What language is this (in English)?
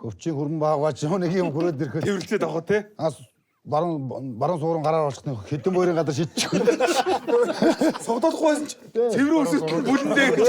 Mongolian